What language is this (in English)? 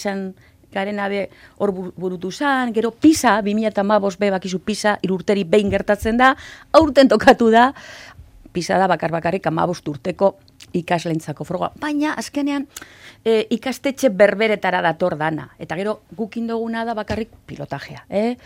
Basque